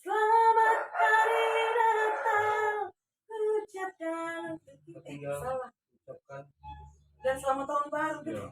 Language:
Manado Malay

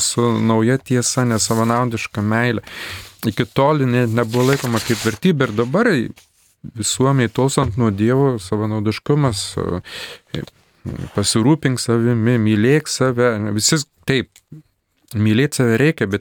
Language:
Lithuanian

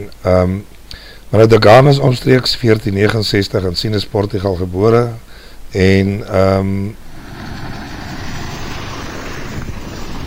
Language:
Afrikaans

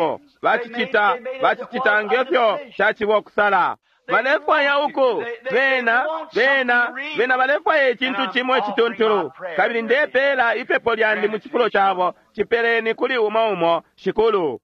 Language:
Bemba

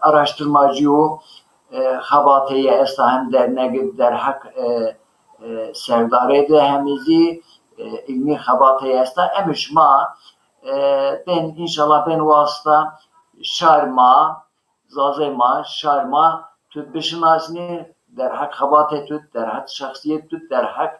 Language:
Zaza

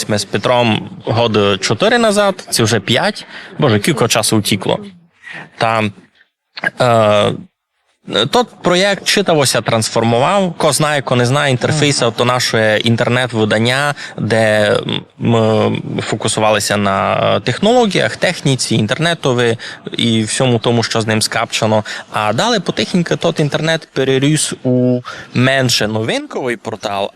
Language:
Rusyn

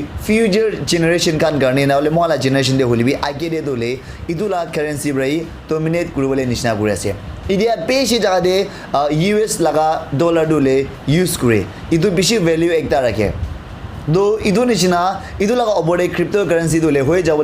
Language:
Naga Pidgin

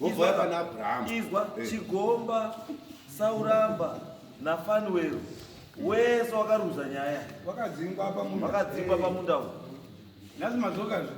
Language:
Shona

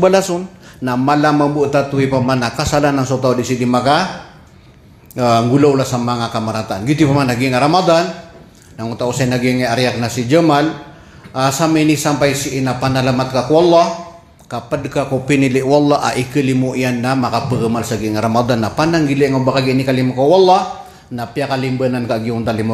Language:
Maranao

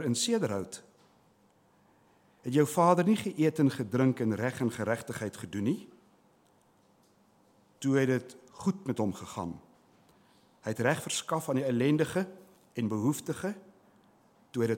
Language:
Afrikaans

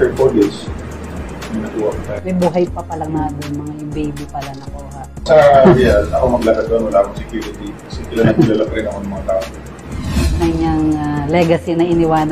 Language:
Filipino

